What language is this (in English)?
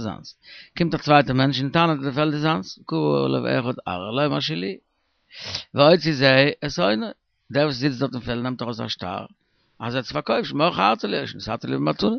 Yiddish